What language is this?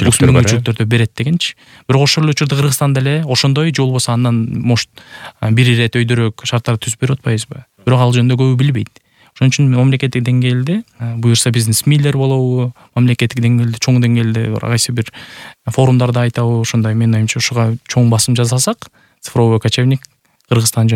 Kyrgyz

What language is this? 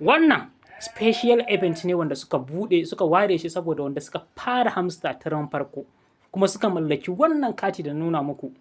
Hausa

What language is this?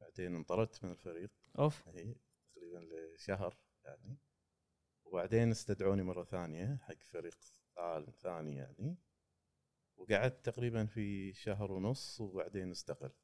Gulf Arabic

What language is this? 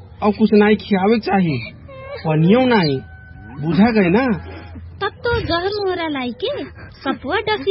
Bhojpuri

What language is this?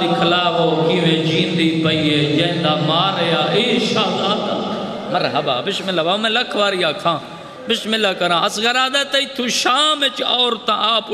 Saraiki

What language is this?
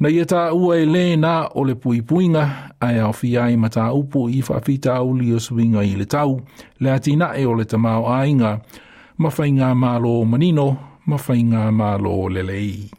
Samoan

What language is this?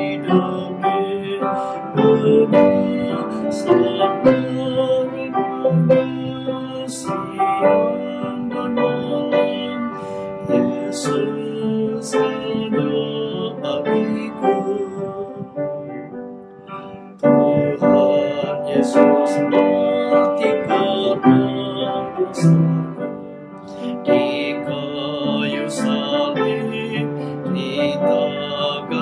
Indonesian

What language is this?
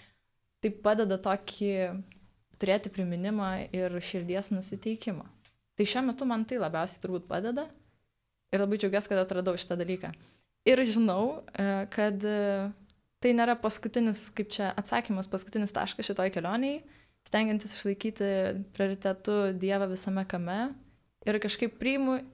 Lithuanian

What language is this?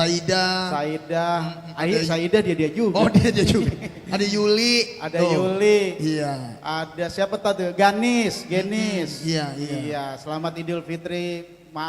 Betawi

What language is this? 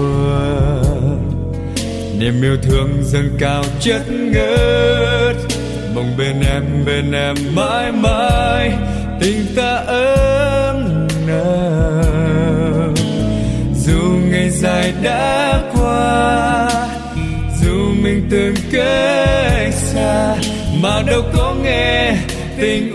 Vietnamese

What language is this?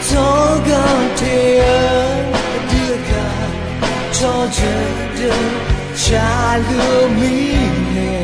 Akha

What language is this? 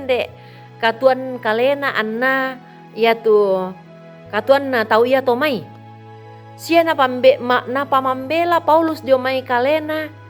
Toraja-Sa'dan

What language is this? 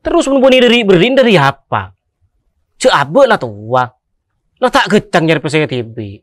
Madurese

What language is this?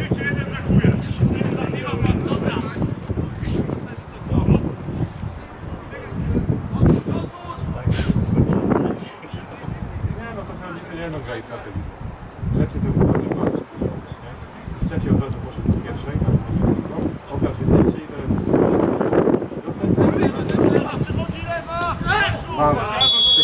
Polish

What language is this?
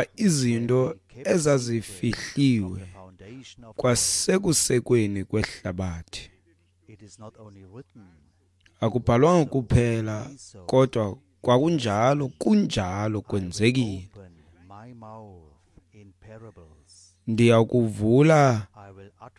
Xhosa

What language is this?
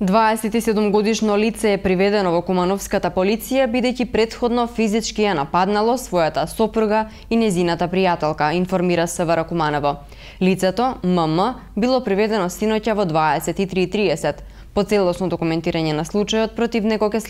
Macedonian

